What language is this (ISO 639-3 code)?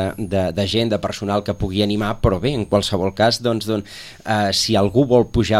cat